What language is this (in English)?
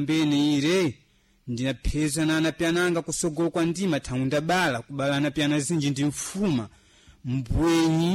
Sena